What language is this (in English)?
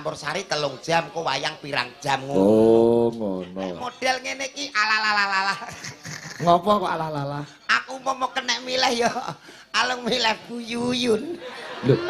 Javanese